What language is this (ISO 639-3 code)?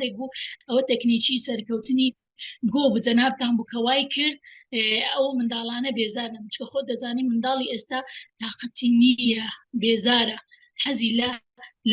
ckb